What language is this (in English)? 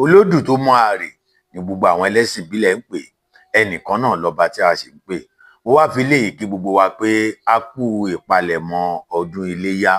Yoruba